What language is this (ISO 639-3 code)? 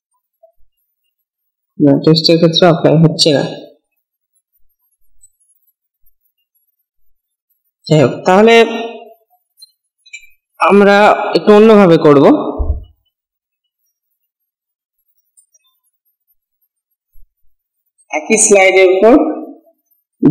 ben